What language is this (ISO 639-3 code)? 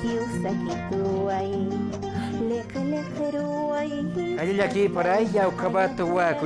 aym